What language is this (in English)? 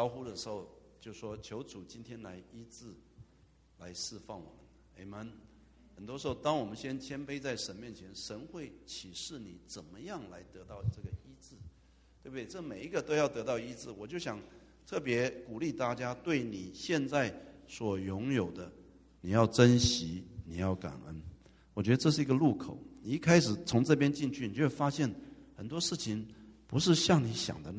Chinese